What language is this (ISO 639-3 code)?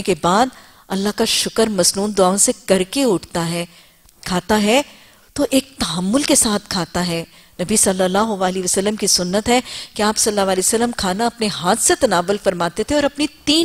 urd